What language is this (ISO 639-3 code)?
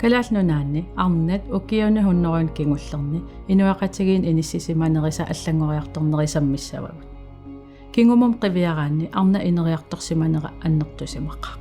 kal